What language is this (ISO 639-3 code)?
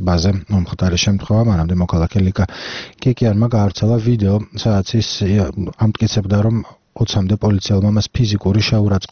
kat